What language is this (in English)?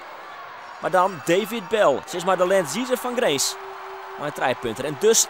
Western Frisian